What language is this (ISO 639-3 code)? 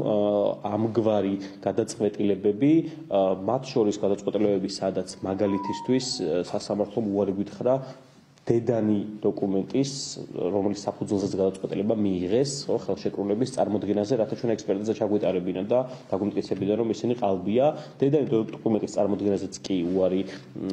kat